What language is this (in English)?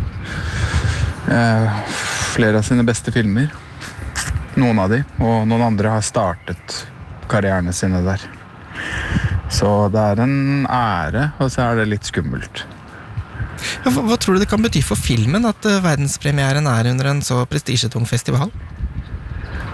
Norwegian